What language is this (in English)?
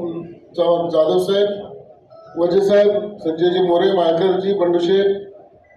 Marathi